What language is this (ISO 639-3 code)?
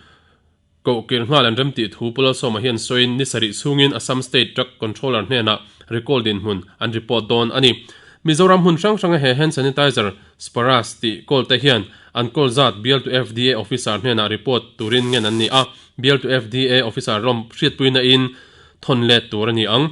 lus